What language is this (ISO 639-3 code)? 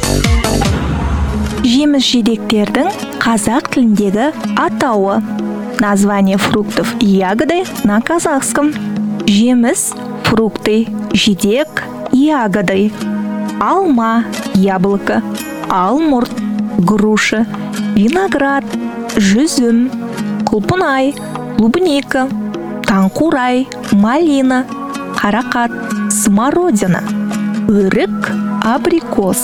kaz